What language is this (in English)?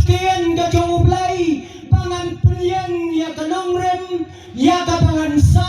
Khasi